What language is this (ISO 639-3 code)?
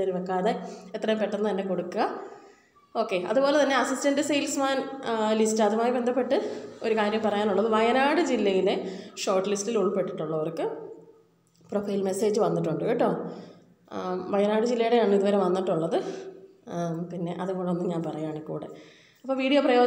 mal